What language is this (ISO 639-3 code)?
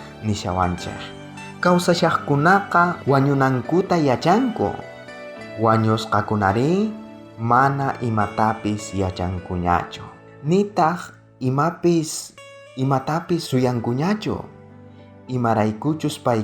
quh